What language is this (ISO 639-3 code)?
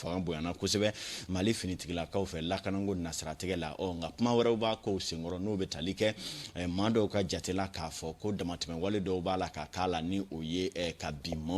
bam